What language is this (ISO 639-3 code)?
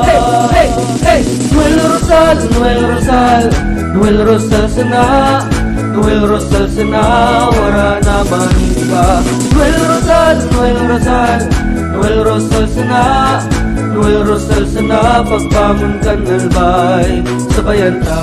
bik